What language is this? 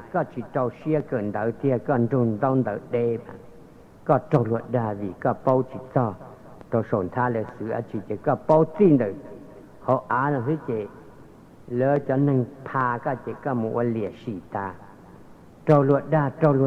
Hmong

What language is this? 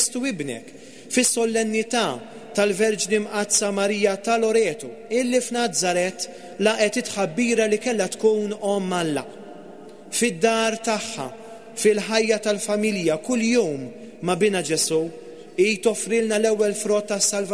Maltese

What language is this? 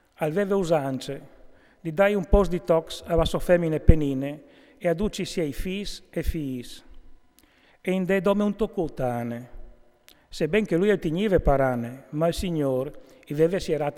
Friulian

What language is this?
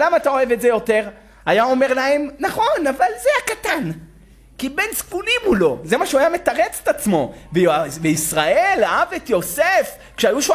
Hebrew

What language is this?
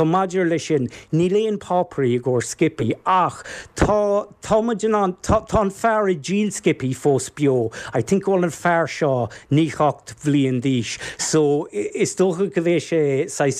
Irish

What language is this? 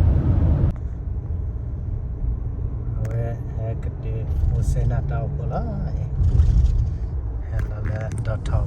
S'gaw Karen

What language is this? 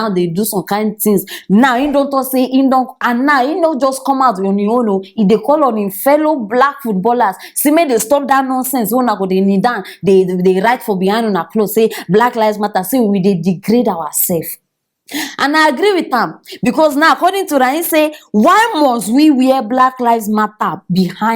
Nigerian Pidgin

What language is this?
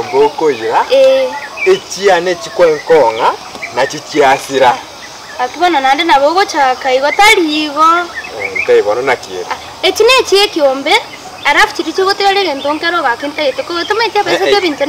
Gusii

